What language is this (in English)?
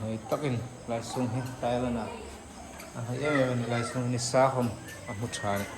Hmar